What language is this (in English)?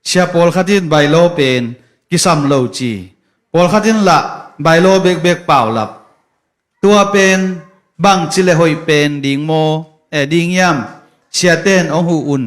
Tedim Chin